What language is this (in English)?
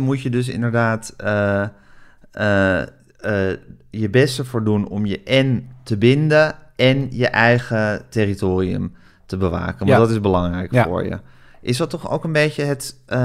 Dutch